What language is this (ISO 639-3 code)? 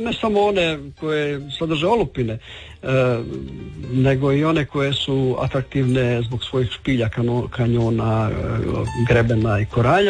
hrv